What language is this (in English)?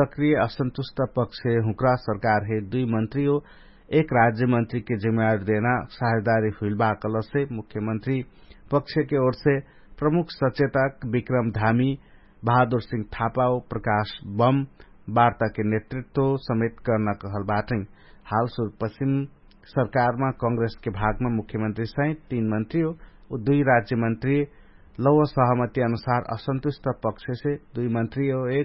Dangaura Tharu